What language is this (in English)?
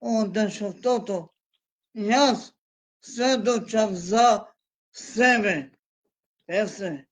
Balkan Romani